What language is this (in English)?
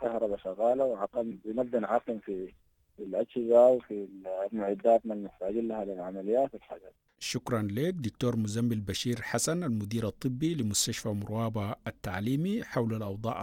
Sudanese Arabic